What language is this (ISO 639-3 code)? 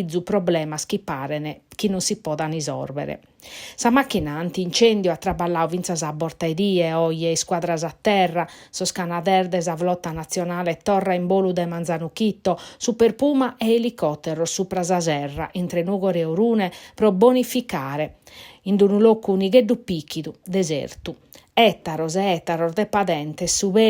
srd